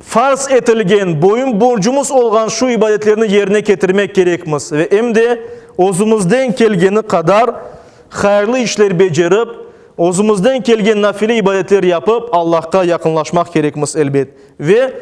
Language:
Crimean Tatar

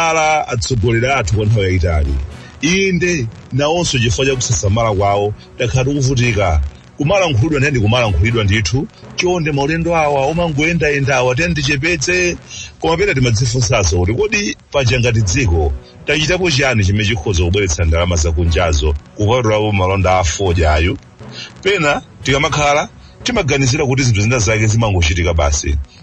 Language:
Nyanja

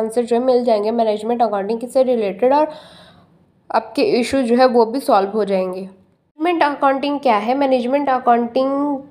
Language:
Hindi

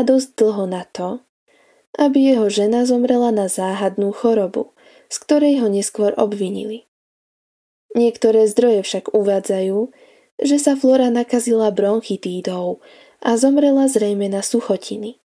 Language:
Slovak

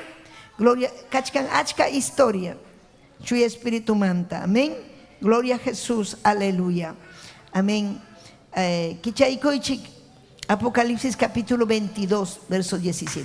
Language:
Ayacucho Quechua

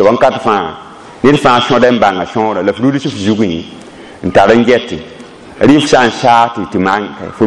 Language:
Mossi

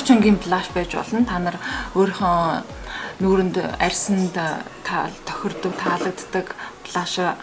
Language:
Mongolian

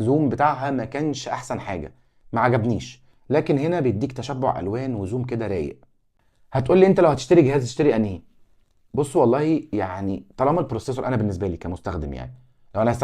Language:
Egyptian Arabic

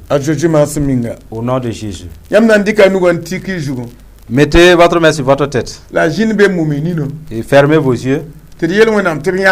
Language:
Mossi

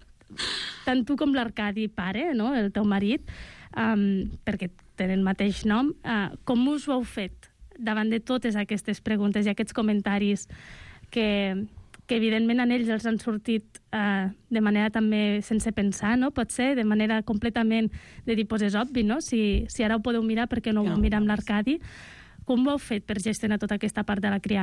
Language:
Catalan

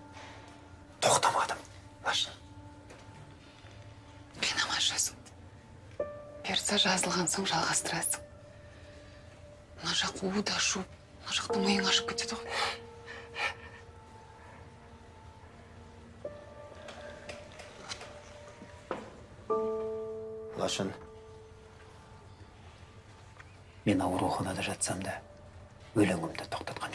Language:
Kazakh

